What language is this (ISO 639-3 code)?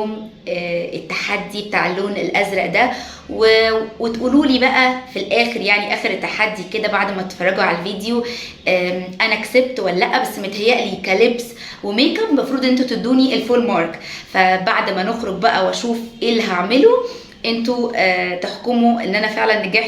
arz